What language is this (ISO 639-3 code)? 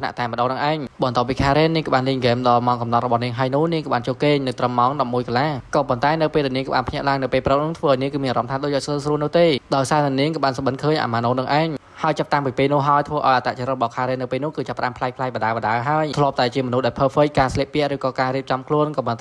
khm